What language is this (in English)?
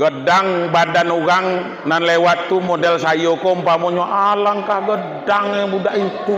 Minangkabau